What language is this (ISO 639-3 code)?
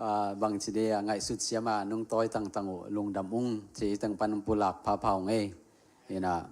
ctd